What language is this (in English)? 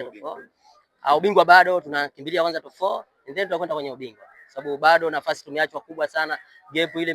Swahili